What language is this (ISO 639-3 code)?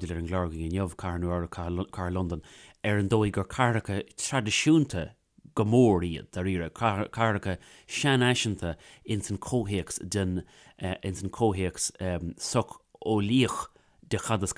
gle